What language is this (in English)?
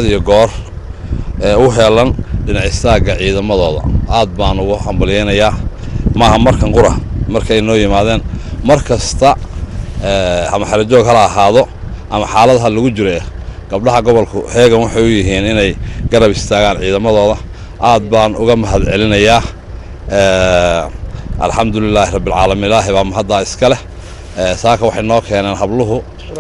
Somali